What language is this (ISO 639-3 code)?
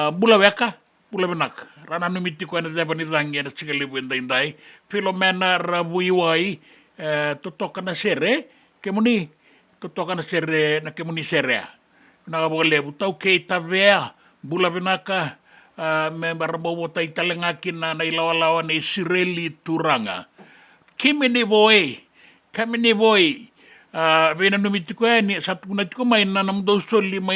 fij